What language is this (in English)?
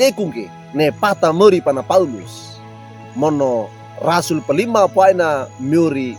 Wejewa